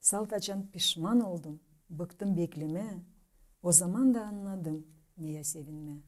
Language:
Gagauz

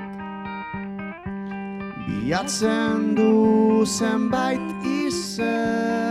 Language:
Basque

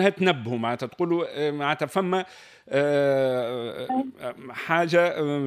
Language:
Tunisian Arabic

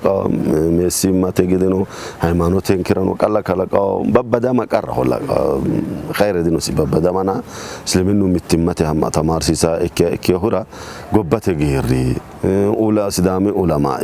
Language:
Sidamo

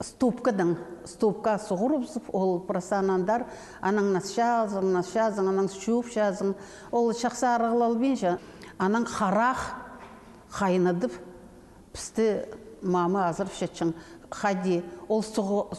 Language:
Khakas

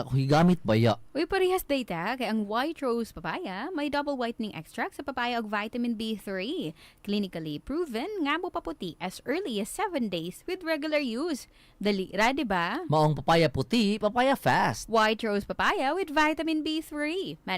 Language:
Cebuano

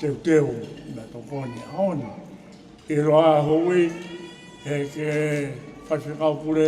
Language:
Tongan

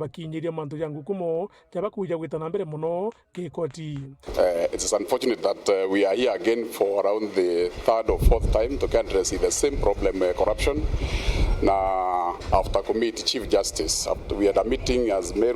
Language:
Meru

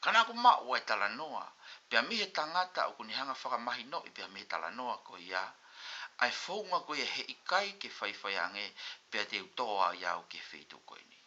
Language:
Tongan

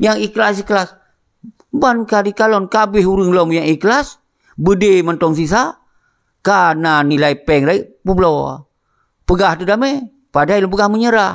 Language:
Achinese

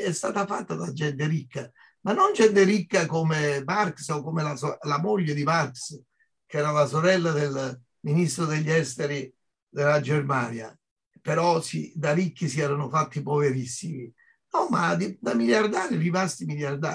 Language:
Italian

